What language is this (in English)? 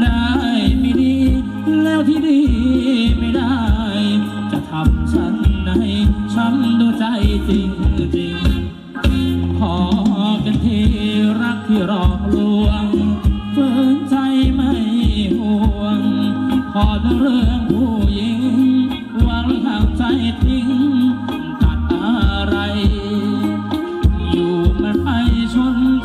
Thai